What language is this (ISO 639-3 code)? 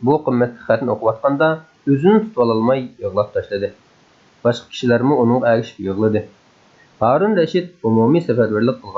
uig